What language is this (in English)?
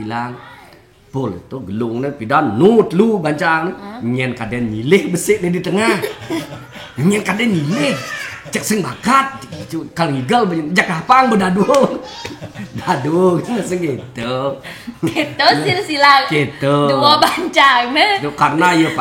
Balinese